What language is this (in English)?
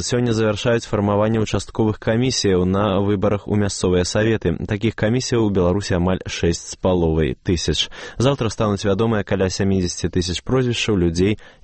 Belarusian